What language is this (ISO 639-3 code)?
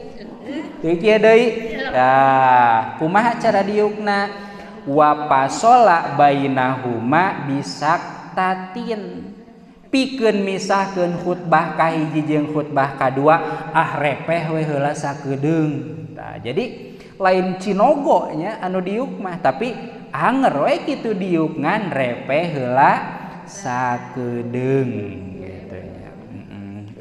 sun